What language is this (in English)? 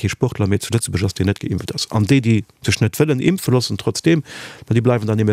Luxembourgish